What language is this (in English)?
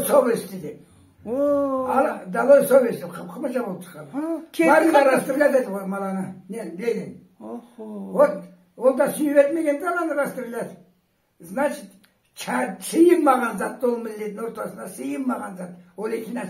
Karachay-Balkar